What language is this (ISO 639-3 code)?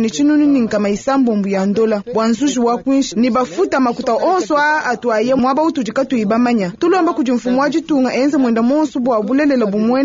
lua